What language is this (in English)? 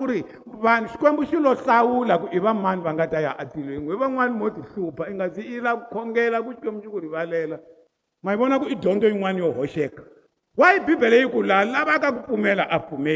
Tsonga